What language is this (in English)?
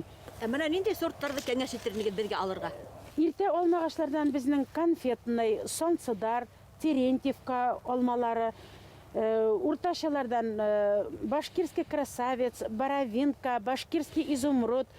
Bashkir